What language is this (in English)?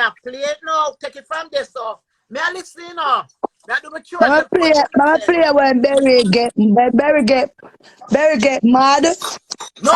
Jamaican Creole English